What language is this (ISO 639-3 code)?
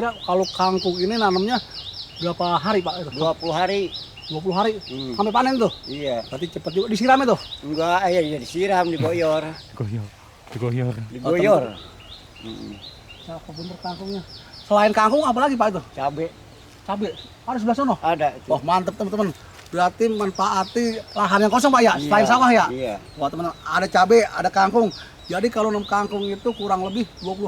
bew